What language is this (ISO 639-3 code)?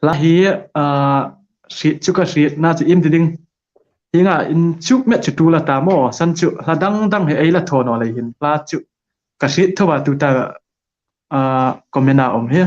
hmr